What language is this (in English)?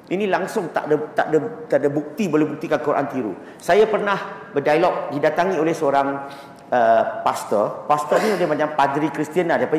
Malay